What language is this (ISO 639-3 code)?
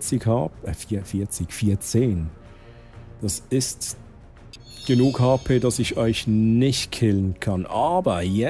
gsw